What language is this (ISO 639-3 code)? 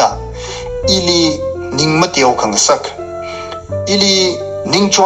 nmf